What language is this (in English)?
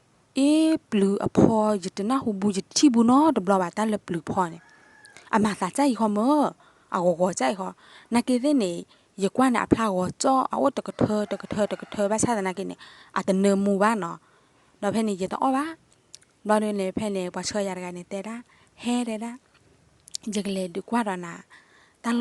S'gaw Karen